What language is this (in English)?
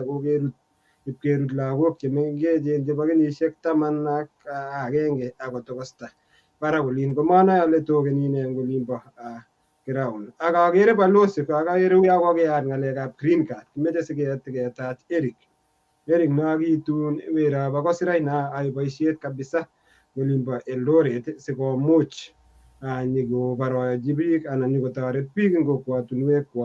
Kalenjin